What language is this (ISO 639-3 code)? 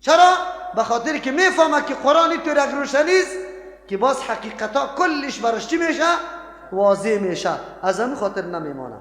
fas